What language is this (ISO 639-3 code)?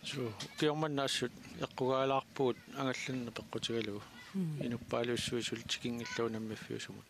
kal